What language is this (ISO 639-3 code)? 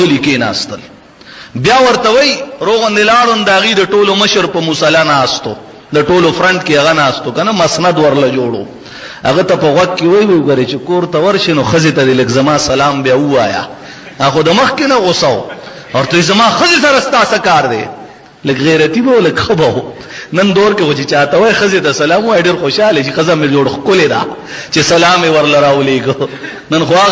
pus